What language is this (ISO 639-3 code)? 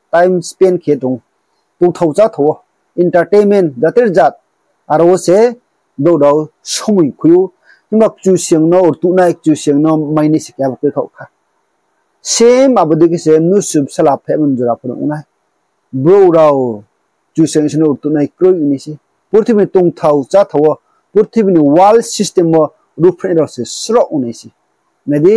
ria